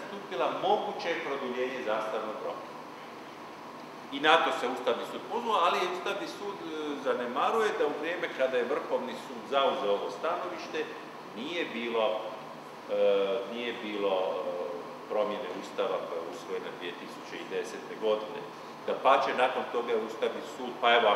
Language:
Croatian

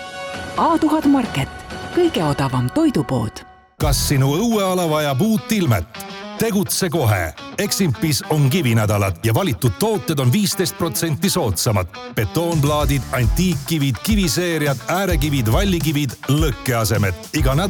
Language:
Estonian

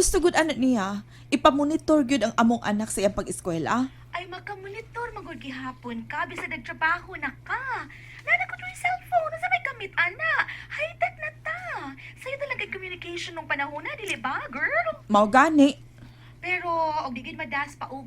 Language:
Cebuano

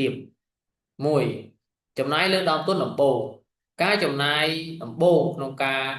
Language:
Khmer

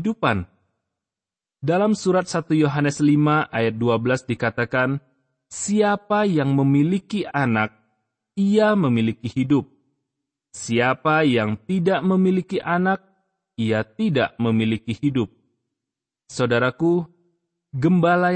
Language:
Indonesian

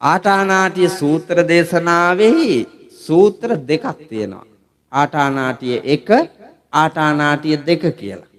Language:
Sinhala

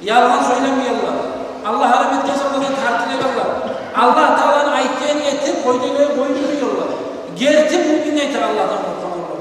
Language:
Kumyk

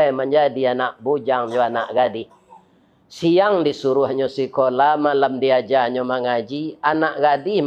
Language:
Minangkabau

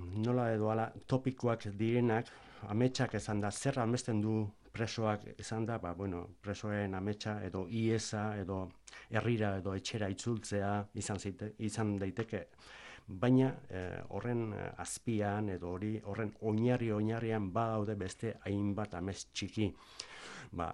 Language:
Basque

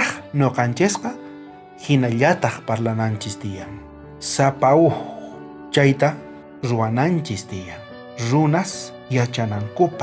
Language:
South Bolivian Quechua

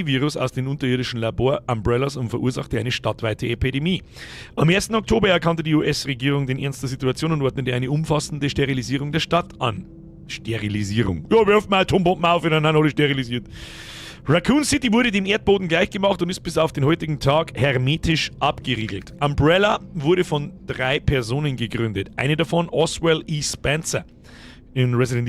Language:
Bavarian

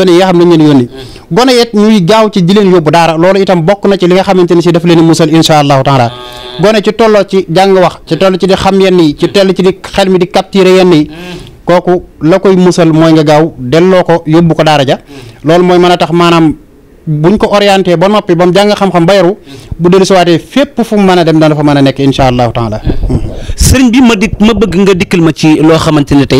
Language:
Wolof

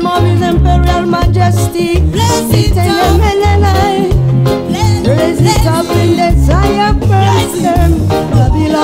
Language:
French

